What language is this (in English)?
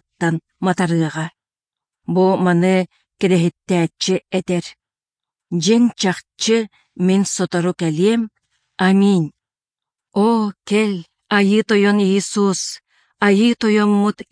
Yakut